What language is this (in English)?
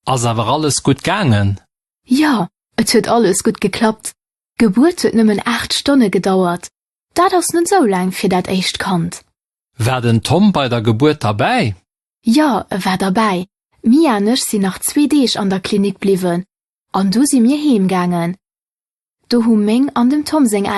Luxembourgish